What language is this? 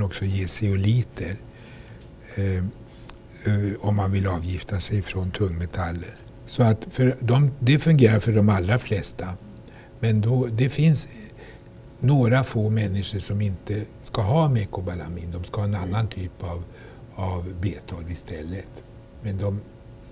Swedish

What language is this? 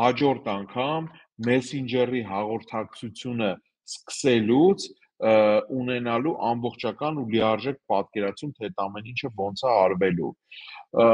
Armenian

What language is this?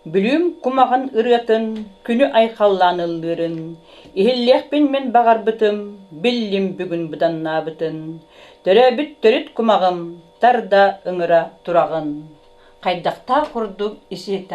Yakut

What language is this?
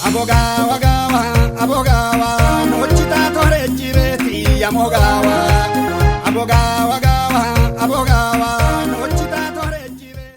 Kafa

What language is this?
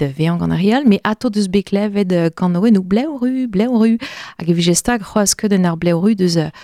Breton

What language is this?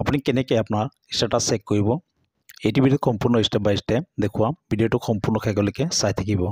Assamese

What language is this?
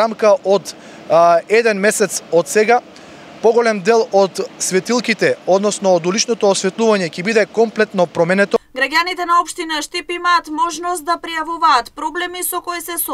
Macedonian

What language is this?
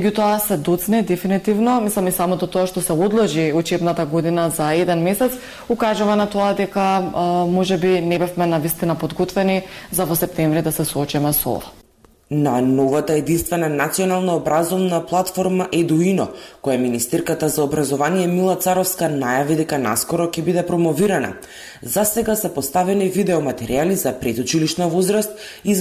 Macedonian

